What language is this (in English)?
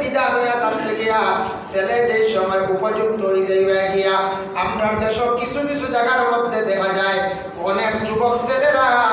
Sylheti